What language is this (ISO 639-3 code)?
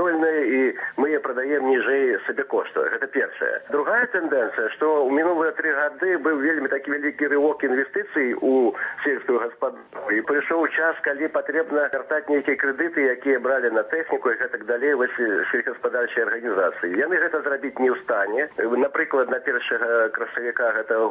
bel